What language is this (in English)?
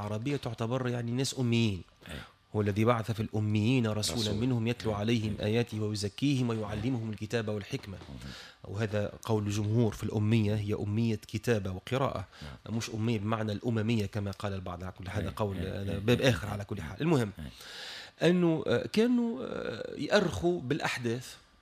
Tunisian Arabic